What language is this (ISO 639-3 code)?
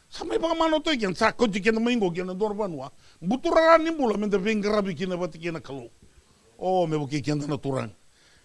fij